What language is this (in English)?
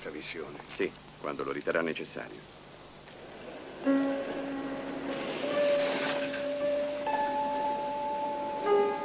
Italian